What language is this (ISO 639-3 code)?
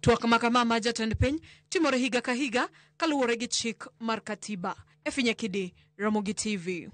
luo